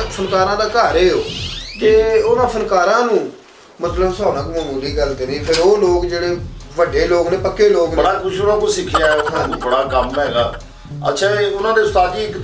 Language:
Punjabi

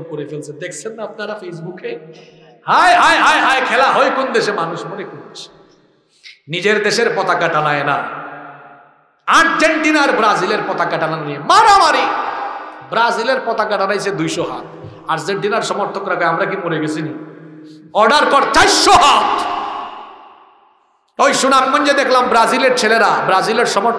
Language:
Bangla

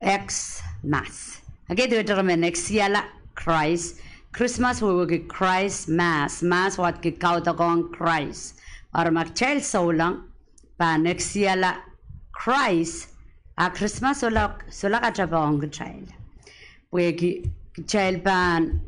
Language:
Pohnpeian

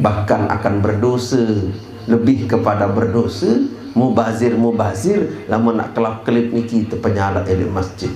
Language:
Sasak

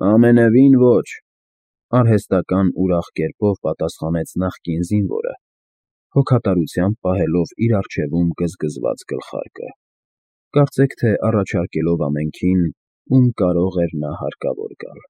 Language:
Armenian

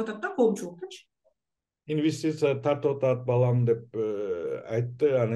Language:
Kyrgyz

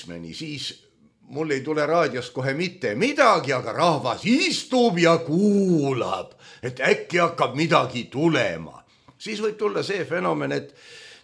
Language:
Estonian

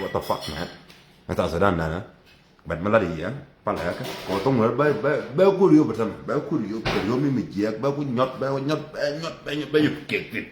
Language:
Nuer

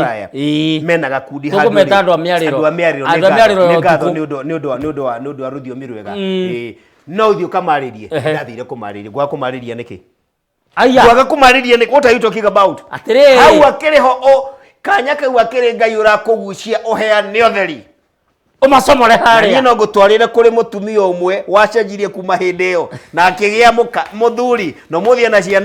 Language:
Kikuyu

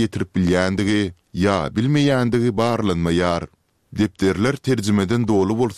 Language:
Turkmen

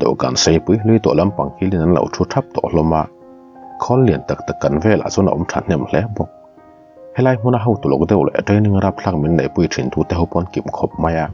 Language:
Mizo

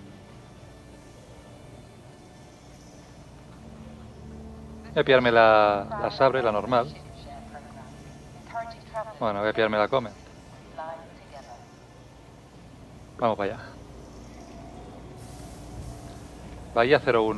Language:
Spanish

